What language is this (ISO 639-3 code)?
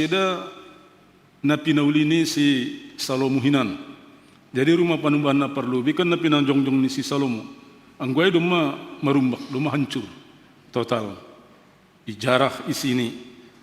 bts